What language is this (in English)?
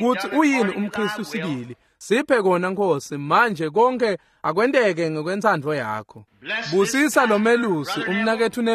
Swati